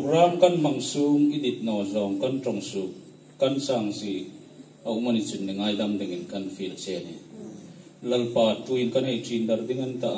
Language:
Hmar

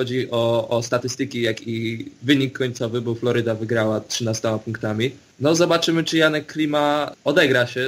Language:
Polish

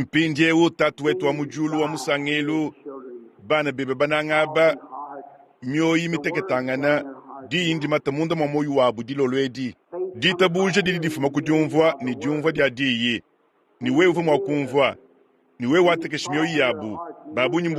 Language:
Luba-Lulua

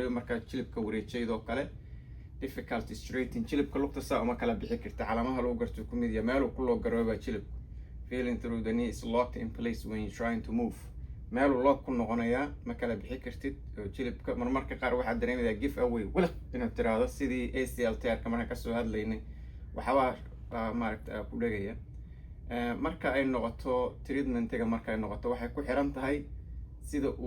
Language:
Somali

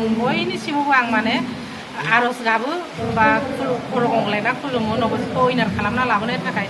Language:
Bodo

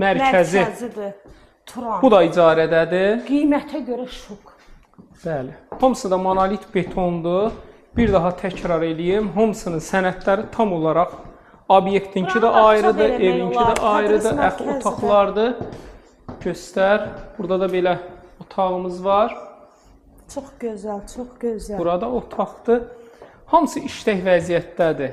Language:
Azerbaijani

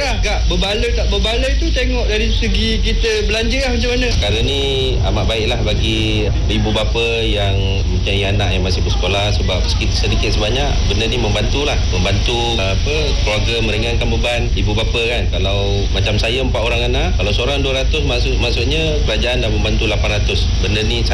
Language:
Malay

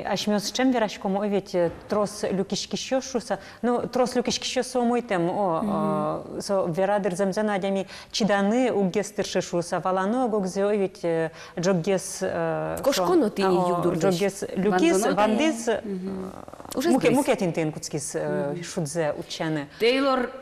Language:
Udmurt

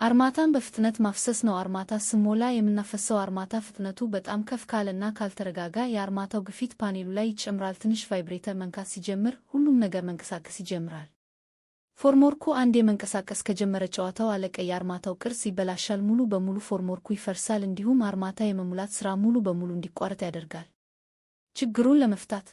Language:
Amharic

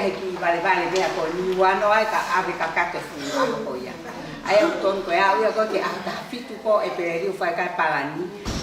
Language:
Tongan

